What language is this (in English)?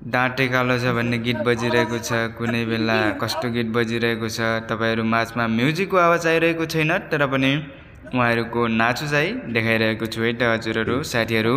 Nepali